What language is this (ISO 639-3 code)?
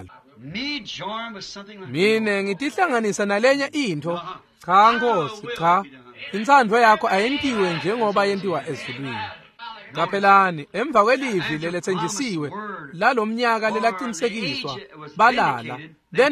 ssw